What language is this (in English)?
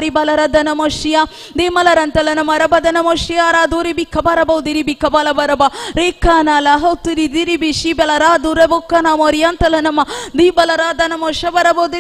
Tamil